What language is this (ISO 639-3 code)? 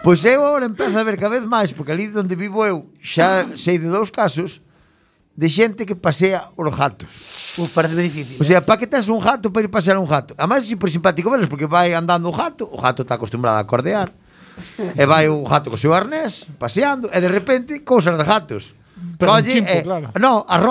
glg